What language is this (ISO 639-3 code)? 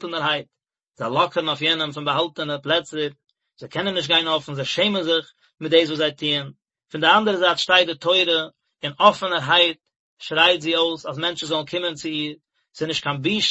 yid